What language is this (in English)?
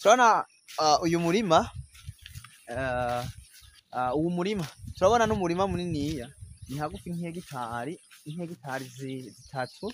Rundi